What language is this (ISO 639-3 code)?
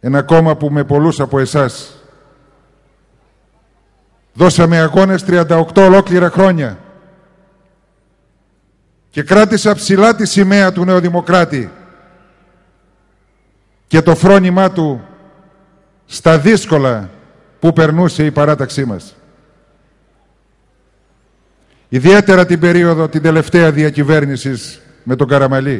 ell